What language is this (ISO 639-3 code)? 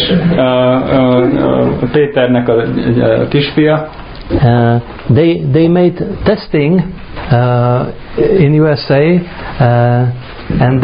hun